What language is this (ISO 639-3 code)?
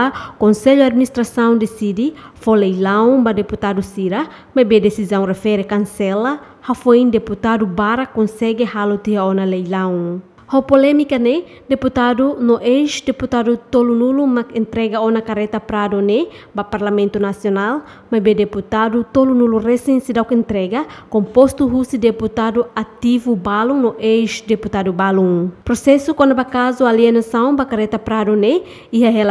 tet